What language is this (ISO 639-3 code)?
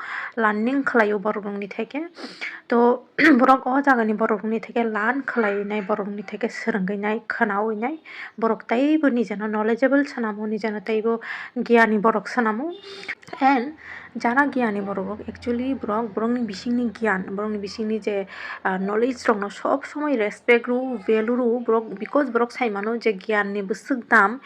trp